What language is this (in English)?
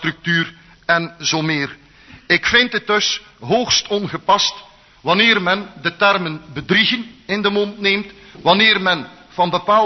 Dutch